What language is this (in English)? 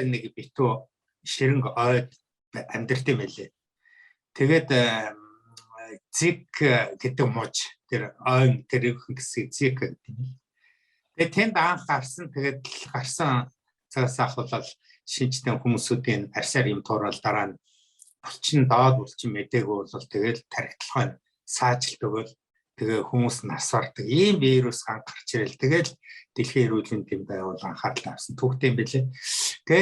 Mongolian